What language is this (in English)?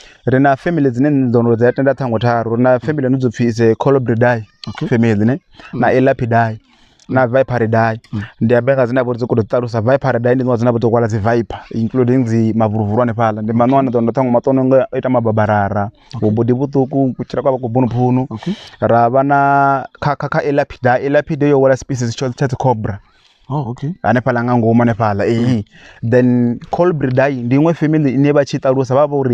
Venda